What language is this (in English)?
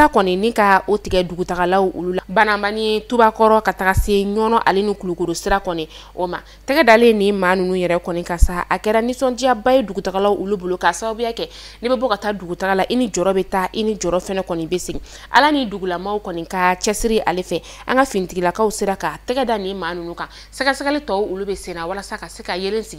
Bambara